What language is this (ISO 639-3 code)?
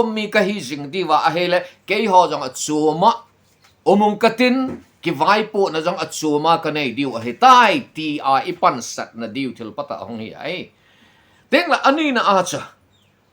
tcz